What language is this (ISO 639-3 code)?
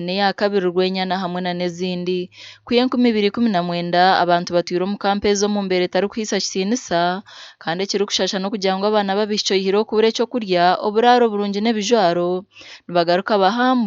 nyn